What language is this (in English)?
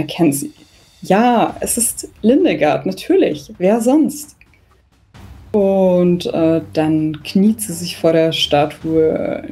German